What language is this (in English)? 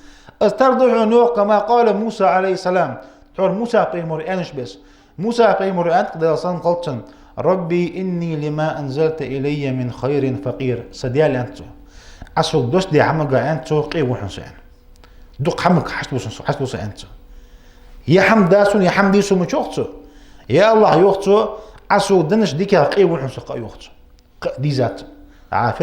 Ingush